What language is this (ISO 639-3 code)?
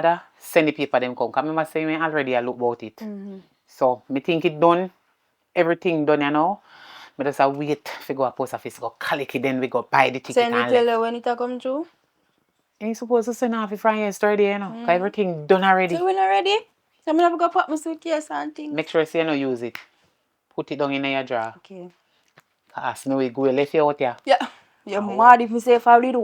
jam